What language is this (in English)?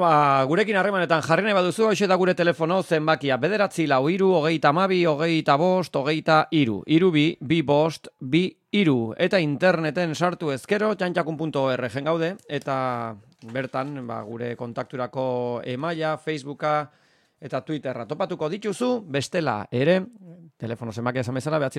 Basque